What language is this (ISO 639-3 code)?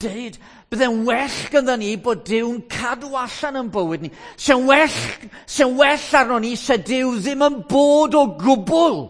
cym